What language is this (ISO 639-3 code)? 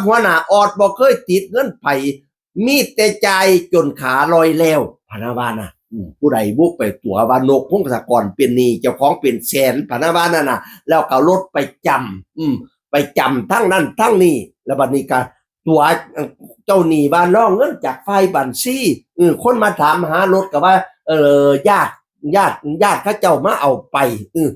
tts